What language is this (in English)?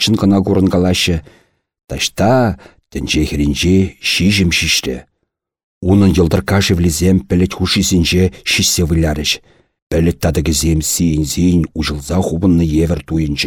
Chuvash